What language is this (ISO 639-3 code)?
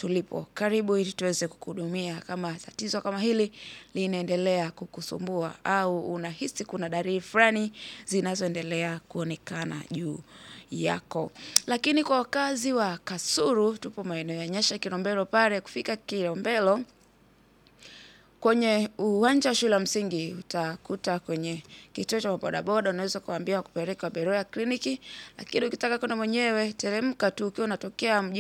swa